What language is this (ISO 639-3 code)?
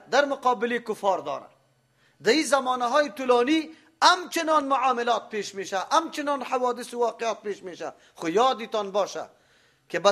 fas